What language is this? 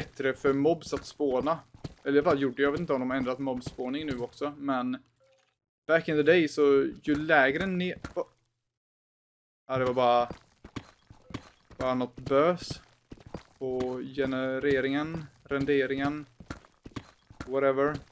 Swedish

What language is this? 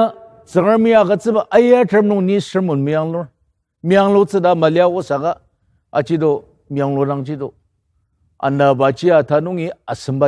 Ao Naga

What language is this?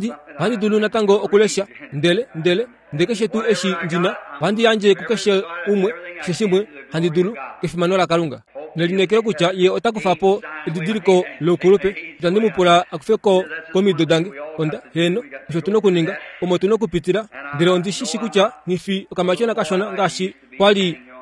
Kuanyama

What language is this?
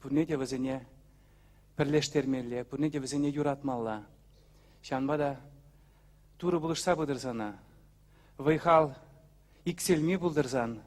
Chuvash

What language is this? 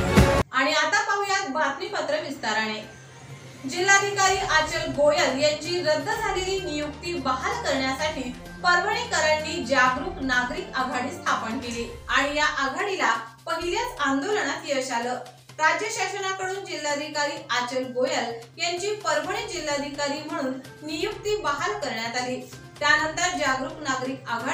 Marathi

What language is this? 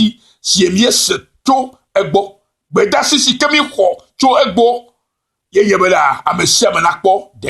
Ewe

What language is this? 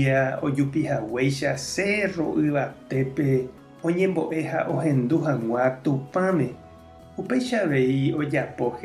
Guarani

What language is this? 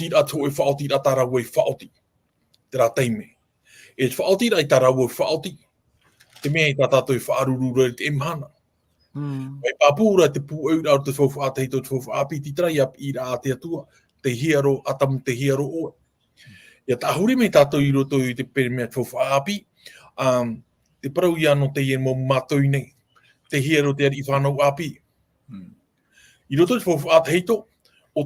Tahitian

